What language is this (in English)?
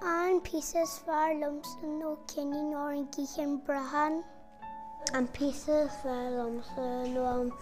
Irish